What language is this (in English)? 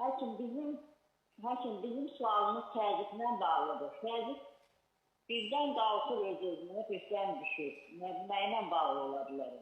Azerbaijani